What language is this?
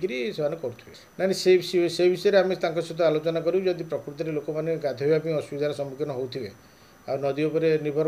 Odia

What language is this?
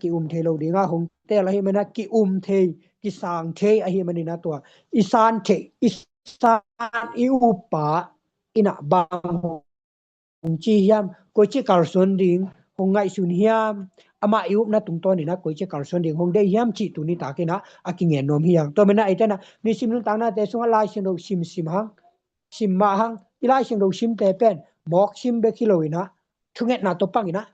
Tedim Chin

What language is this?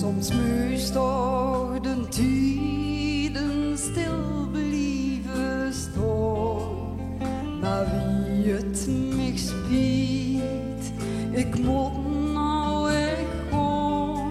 Limburgish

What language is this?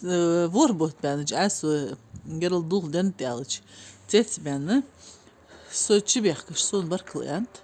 Ingush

